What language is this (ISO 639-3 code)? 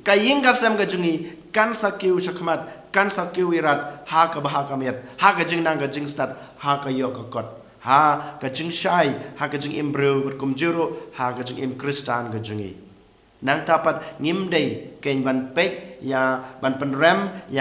kha